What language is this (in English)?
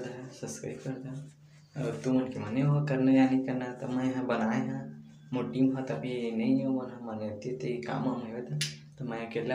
Chhattisgarhi